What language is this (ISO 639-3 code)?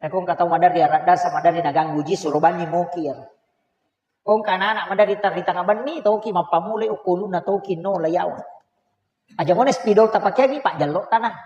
bug